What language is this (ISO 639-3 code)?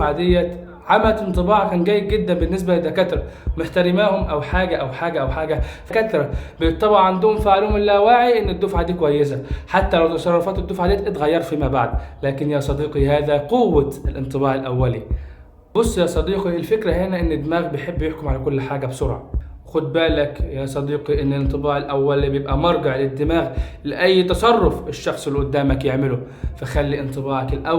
arz